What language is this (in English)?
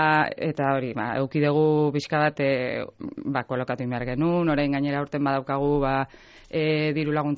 Basque